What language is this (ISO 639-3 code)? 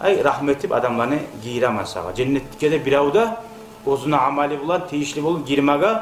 kum